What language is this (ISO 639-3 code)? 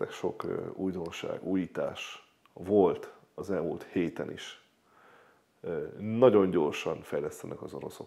hun